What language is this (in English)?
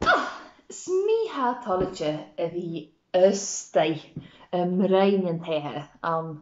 Scottish Gaelic